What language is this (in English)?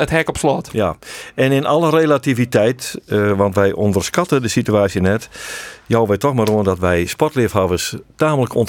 Western Frisian